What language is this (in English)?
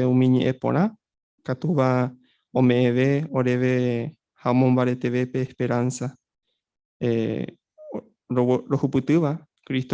Guarani